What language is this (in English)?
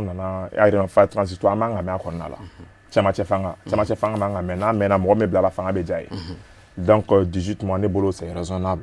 Bambara